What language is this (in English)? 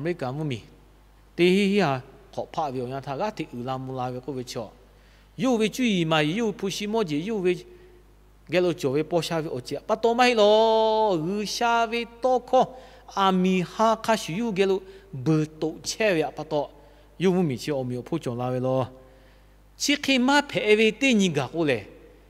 Lahu